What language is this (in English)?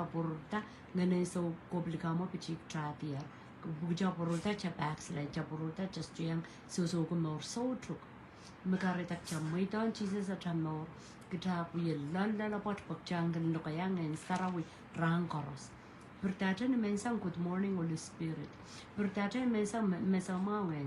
Pohnpeian